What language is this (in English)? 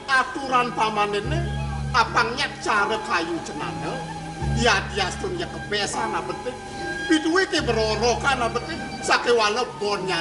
Balinese